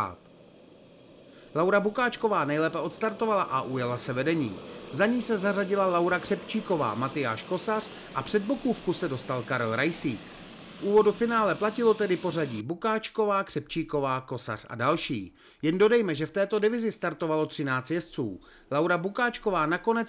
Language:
Czech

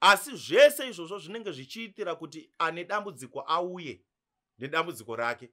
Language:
Shona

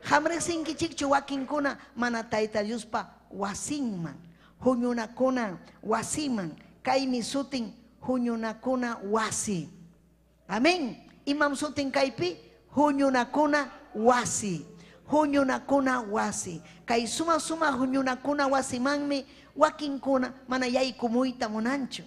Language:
Ayacucho Quechua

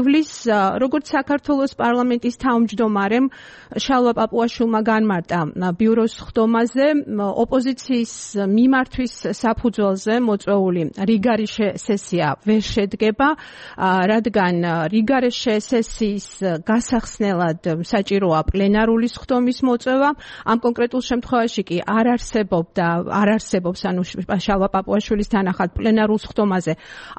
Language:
Georgian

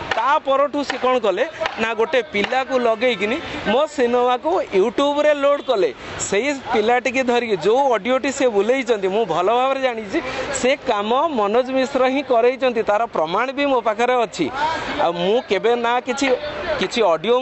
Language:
Odia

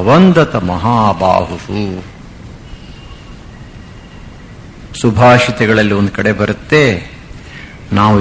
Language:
Kannada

